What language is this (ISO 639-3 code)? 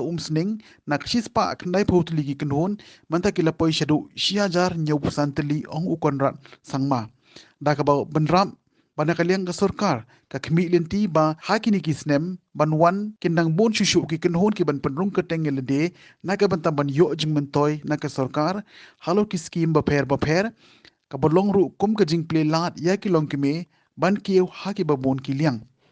kha